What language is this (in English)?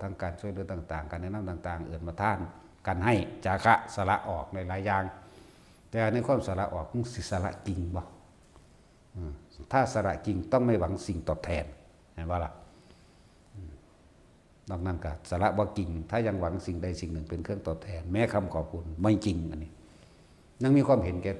Northeastern Thai